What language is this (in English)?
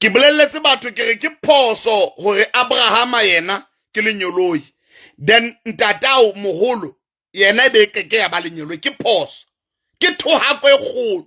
Southern Sotho